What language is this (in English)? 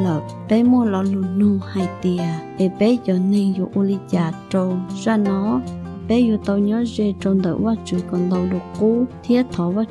Hmong